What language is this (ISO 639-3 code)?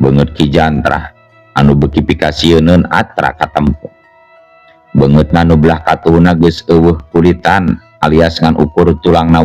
sun